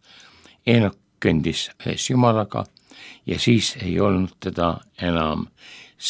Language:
Estonian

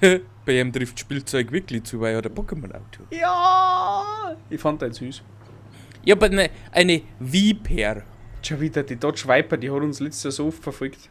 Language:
Bavarian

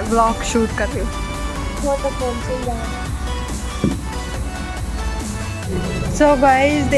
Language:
Hindi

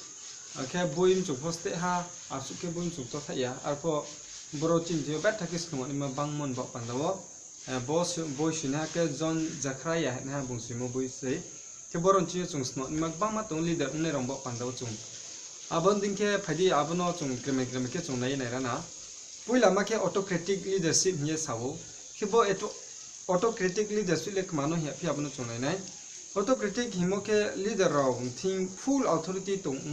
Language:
Riang (India)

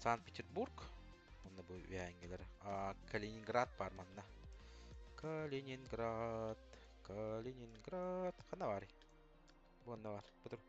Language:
Yakut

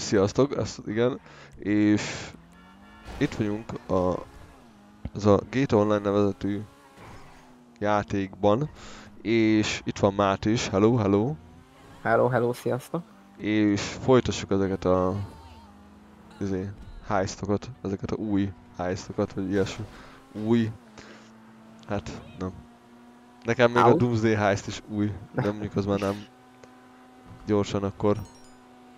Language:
Hungarian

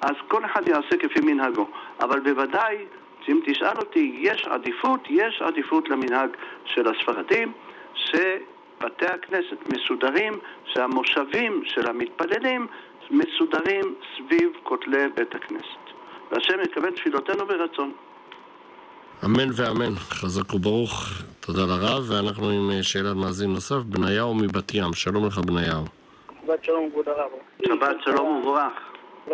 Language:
Hebrew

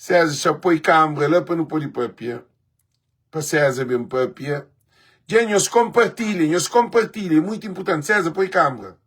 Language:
Kabuverdianu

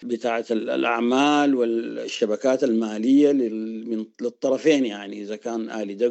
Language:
Sudanese Arabic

